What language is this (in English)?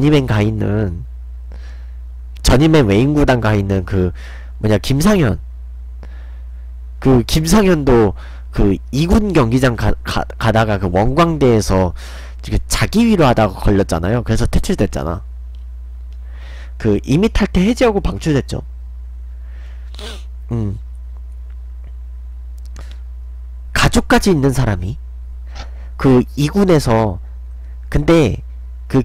Korean